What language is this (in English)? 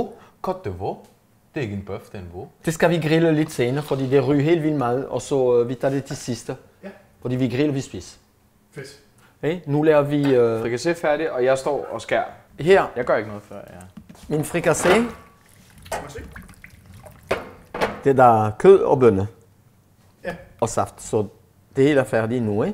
Danish